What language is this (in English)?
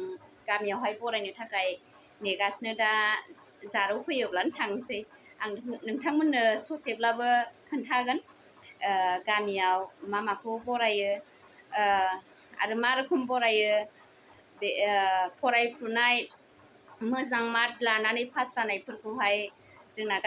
Bodo